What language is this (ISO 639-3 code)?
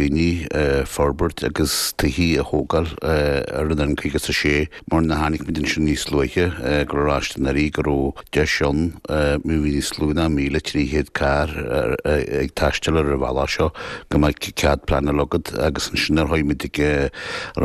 gle